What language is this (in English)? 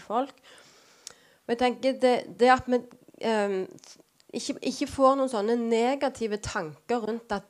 Norwegian